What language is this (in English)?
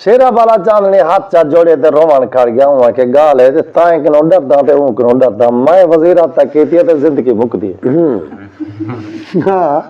Saraiki